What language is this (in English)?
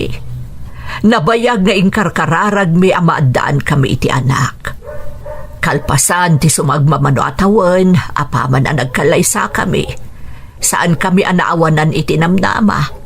Iloko